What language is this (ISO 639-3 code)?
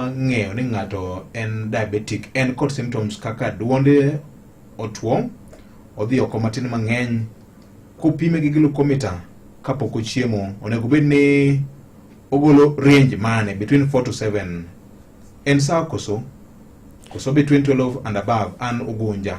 luo